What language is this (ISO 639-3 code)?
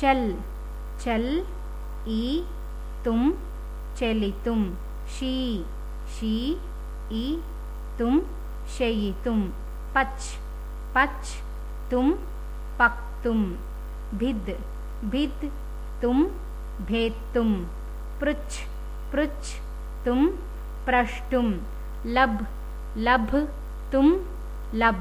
san